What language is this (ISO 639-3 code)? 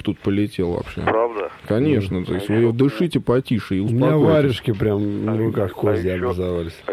rus